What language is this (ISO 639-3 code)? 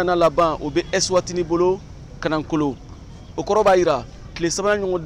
bam